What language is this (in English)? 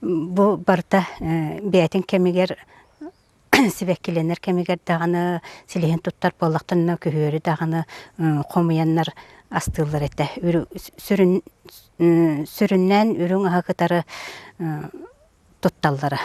Yakut